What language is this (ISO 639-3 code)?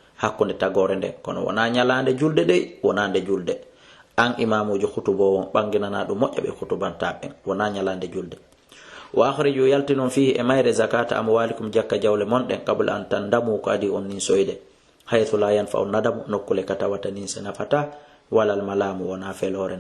ful